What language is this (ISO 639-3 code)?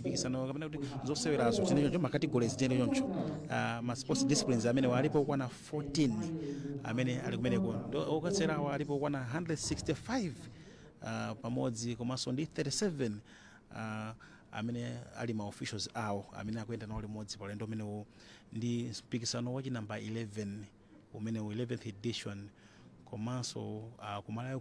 nya